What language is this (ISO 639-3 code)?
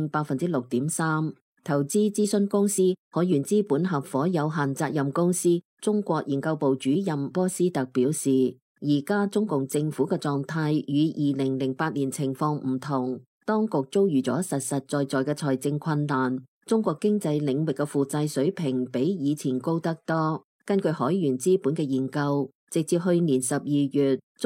yue